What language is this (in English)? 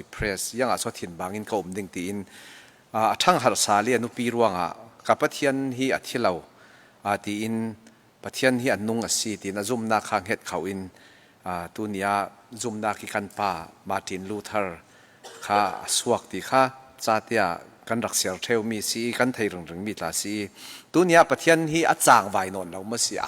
Falam Chin